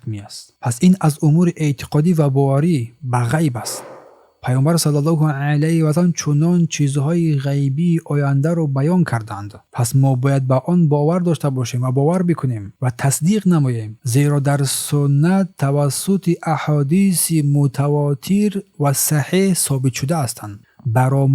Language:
Tajik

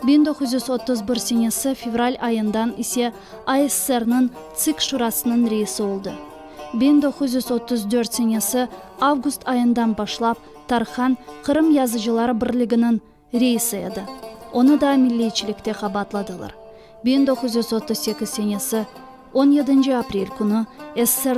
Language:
Crimean Tatar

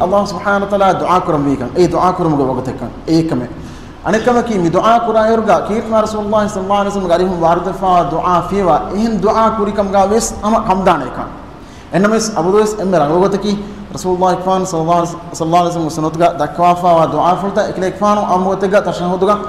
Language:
Divehi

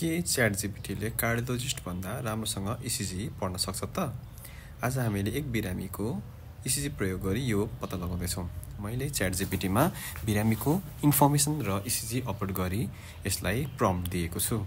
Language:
Nepali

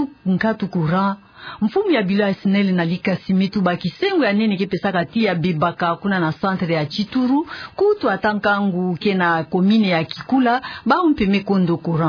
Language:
Kituba (Democratic Republic of Congo)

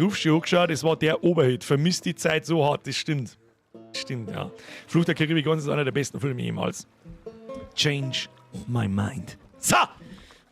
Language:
Bavarian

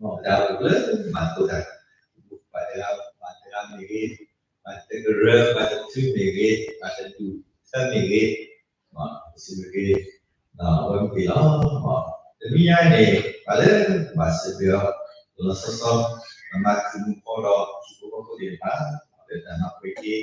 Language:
S'gaw Karen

